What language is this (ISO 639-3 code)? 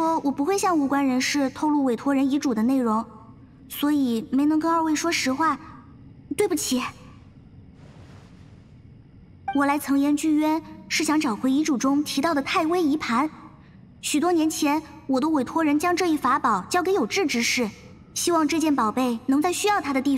zho